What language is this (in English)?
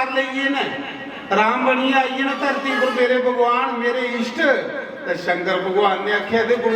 Dogri